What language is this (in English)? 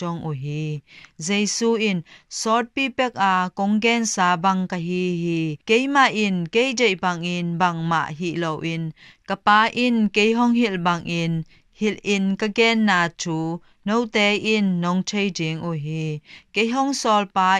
Tedim Chin